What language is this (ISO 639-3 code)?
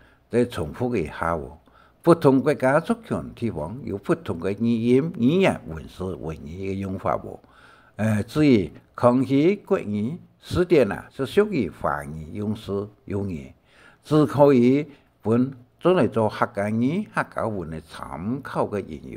hak